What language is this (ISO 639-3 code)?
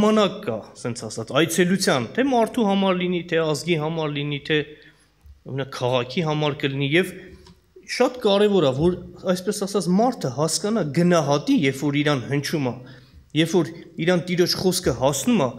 hye